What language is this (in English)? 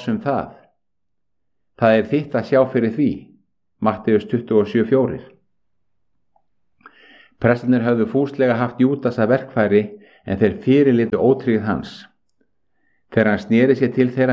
Icelandic